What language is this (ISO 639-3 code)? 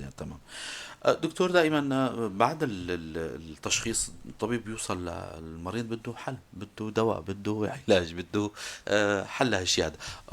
apc